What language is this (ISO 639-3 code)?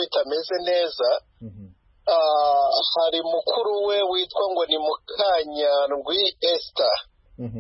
kin